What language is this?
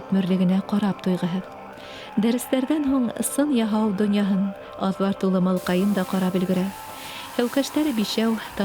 Bashkir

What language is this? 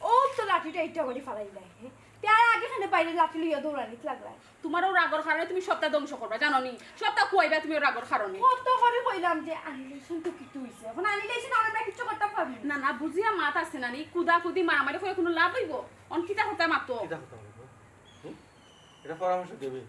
Sylheti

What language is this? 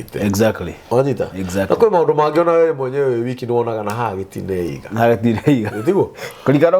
Kikuyu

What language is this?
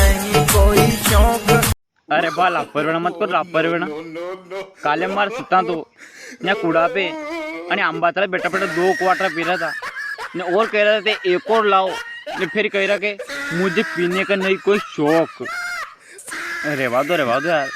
Rajasthani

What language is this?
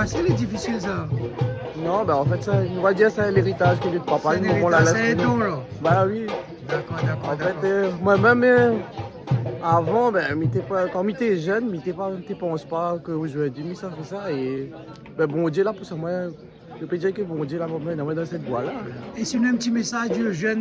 Réunion Creole French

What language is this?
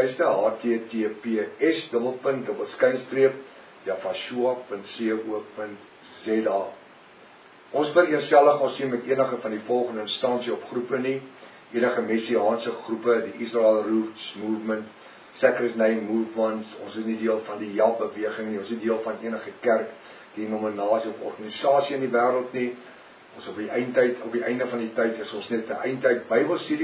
Afrikaans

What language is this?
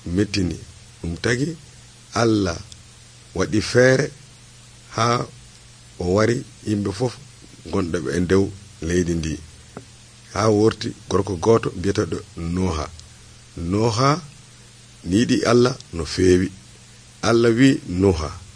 Nigerian Fulfulde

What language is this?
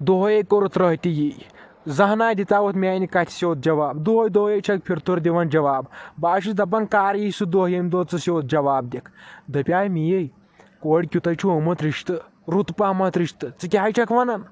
Kashmiri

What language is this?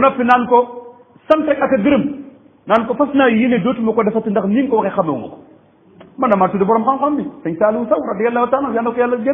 Wolof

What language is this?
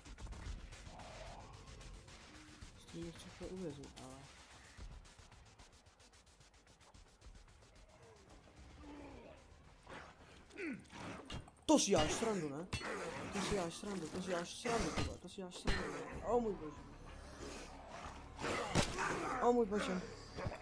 Czech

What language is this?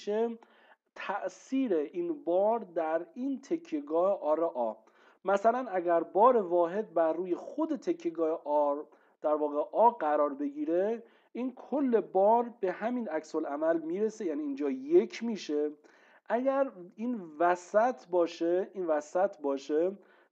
Persian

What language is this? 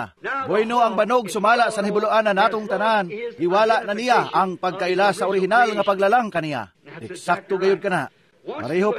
Cebuano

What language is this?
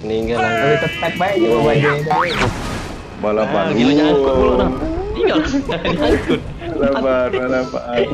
Musi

